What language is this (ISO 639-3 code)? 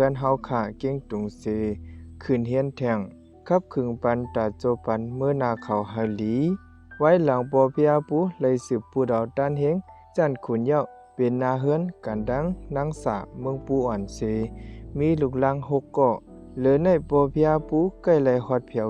shn